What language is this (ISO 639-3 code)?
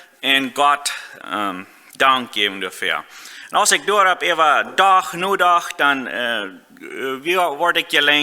pdt